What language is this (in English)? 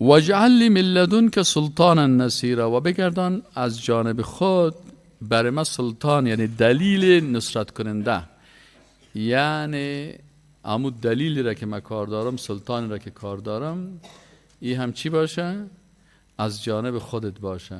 Persian